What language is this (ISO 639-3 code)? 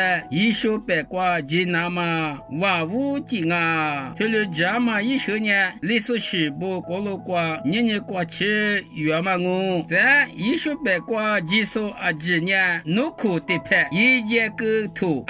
lis